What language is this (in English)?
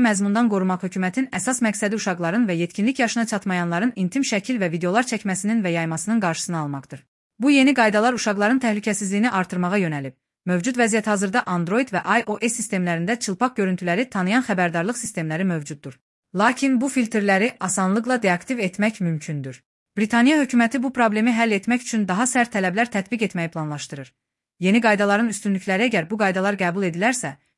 Azerbaijani